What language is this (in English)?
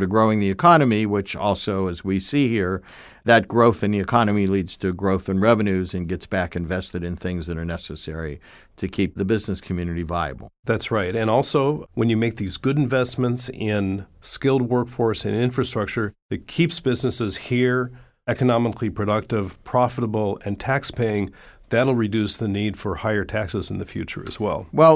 English